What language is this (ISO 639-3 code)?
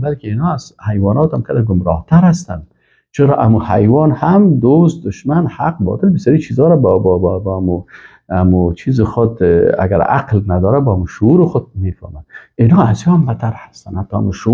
fas